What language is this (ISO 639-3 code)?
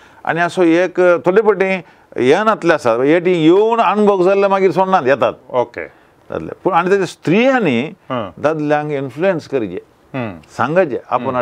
kok